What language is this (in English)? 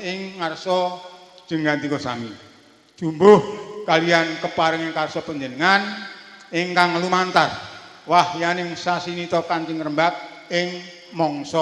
Javanese